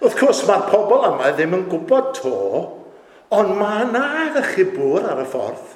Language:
Welsh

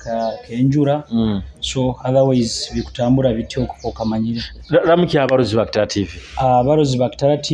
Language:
Nyoro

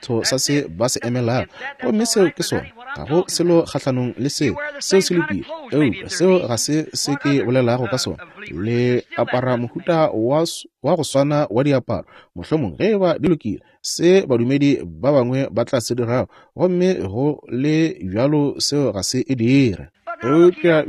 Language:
Northern Sotho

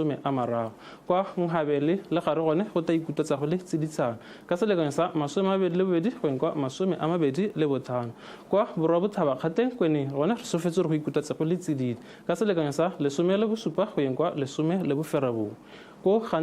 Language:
Tswana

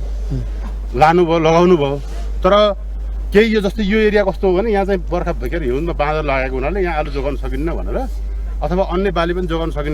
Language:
Nepali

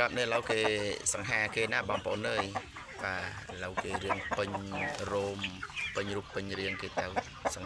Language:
Khmer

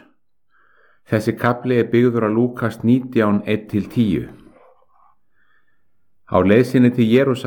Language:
Icelandic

